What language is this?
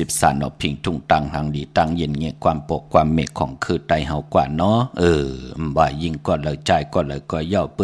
Shan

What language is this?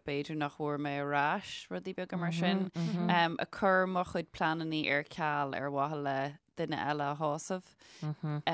Irish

